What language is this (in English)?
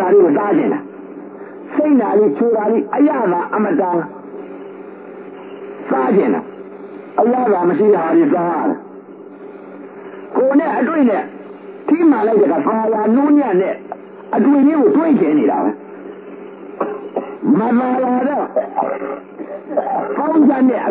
Burmese